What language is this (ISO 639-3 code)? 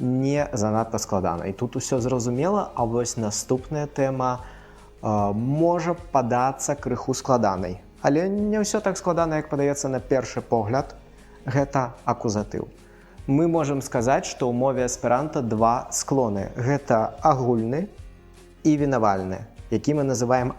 bel